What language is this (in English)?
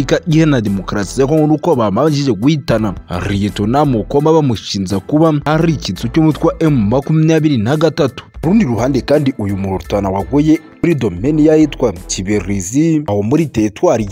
Kinyarwanda